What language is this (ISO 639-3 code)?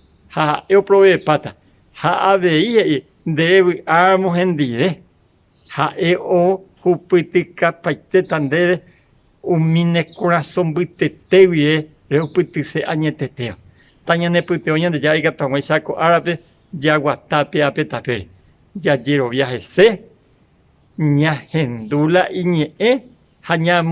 grn